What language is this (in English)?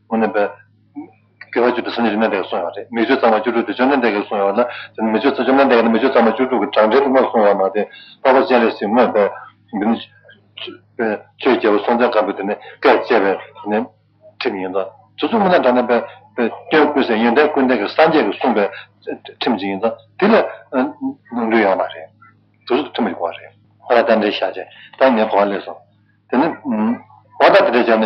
Tibetan